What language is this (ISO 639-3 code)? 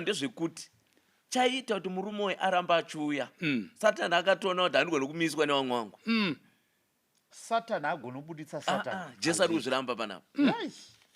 sna